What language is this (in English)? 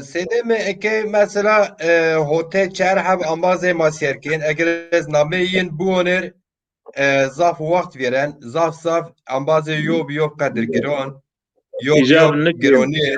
Zaza